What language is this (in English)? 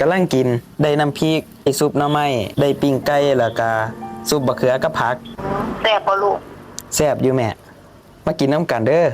Northeastern Thai